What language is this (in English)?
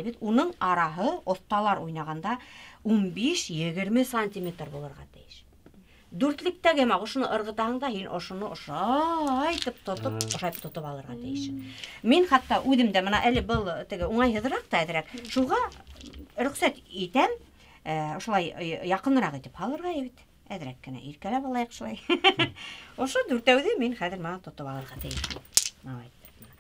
Bashkir